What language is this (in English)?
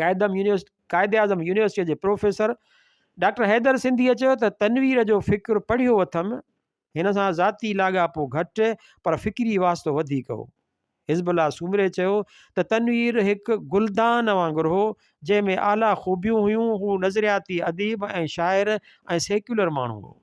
Sindhi